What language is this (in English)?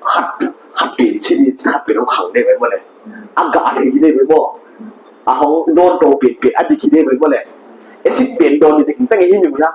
Paite Chin